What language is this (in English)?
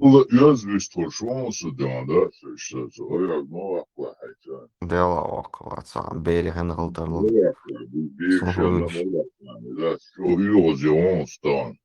Chechen